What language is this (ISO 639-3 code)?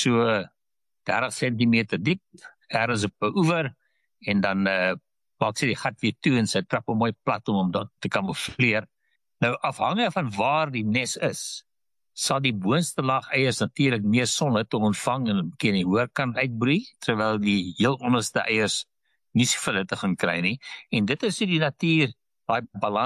afr